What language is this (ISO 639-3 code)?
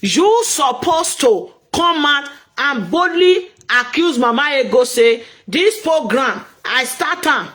pcm